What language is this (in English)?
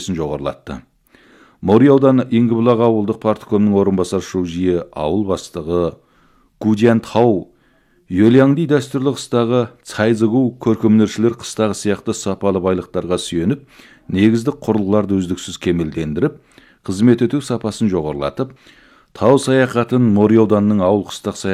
Kazakh